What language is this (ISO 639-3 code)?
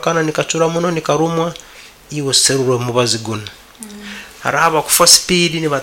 nyn